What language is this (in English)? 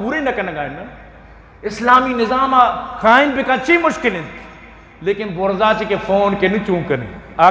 Eastern Balochi